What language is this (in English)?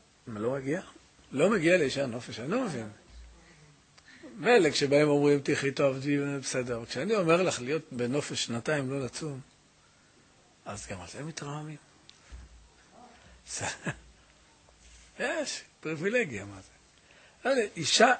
Hebrew